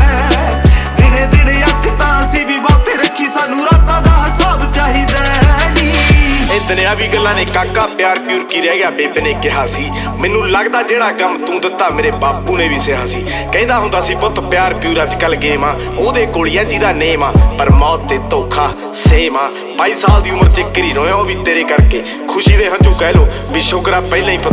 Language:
Punjabi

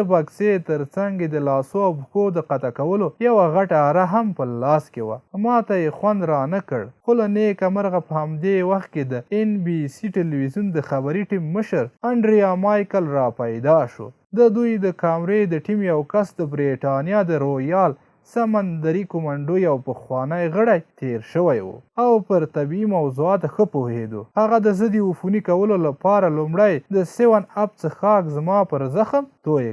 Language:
Pashto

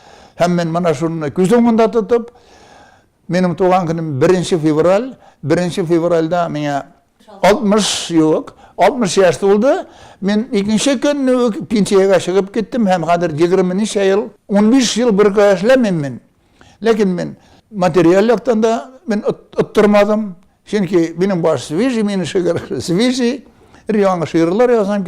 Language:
Tatar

